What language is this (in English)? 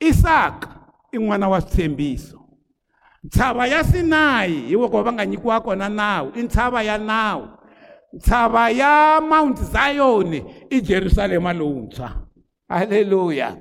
Tsonga